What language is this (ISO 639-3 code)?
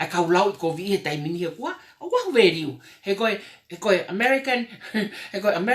ton